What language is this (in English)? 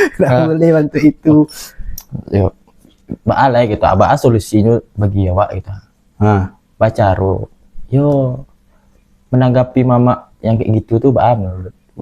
Minangkabau